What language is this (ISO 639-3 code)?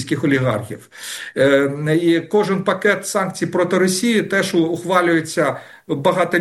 ukr